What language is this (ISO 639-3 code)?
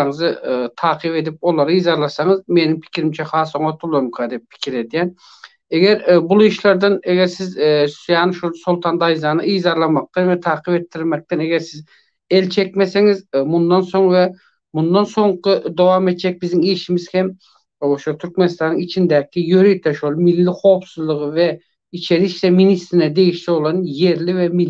tuk